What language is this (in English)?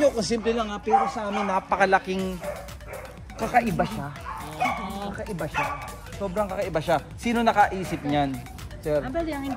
Filipino